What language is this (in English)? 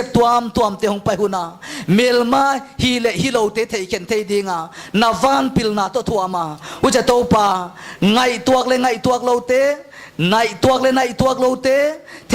Paite Chin